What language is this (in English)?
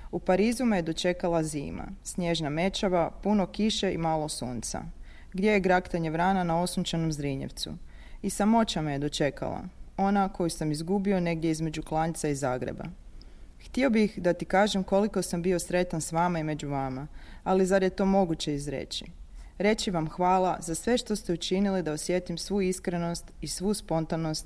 Croatian